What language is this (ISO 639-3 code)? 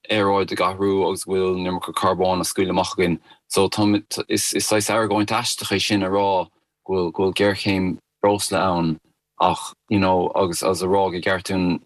gle